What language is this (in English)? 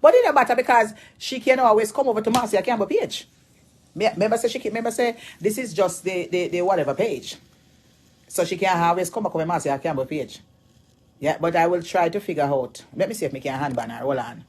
Jamaican Creole English